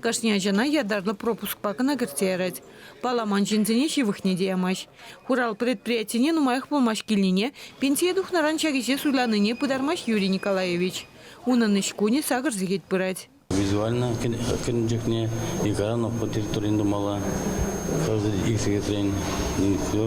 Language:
Chuvash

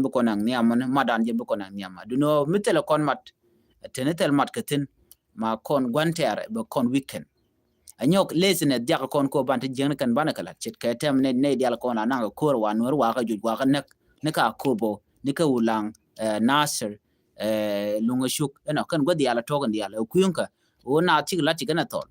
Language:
Nuer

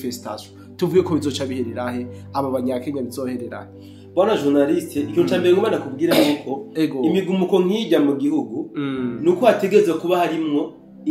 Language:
Rundi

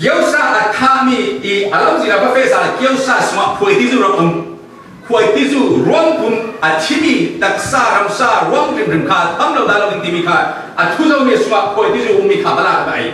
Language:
Falam Chin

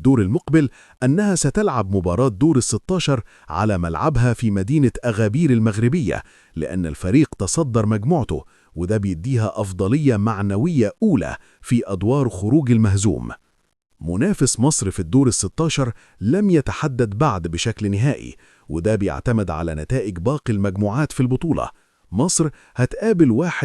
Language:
Egyptian Arabic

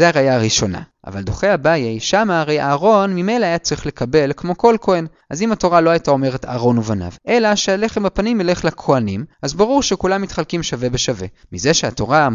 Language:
Hebrew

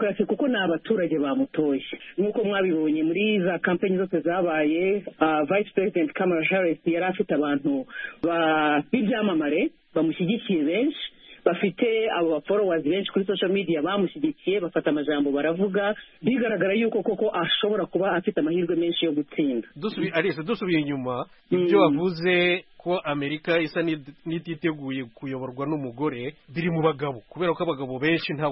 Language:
Kinyarwanda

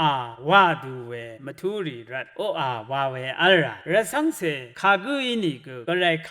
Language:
Rawang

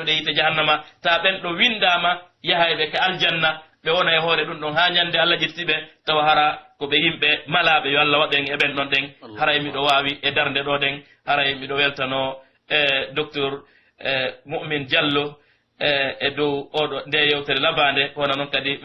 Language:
Pular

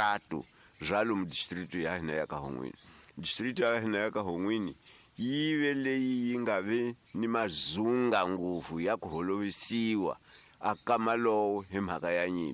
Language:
Tsonga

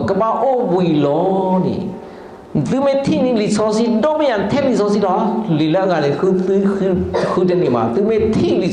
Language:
S'gaw Karen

